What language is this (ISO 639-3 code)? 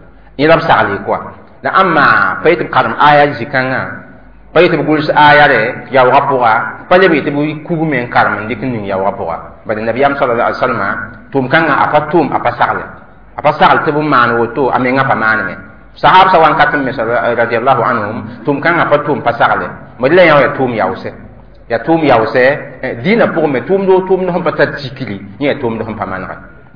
mos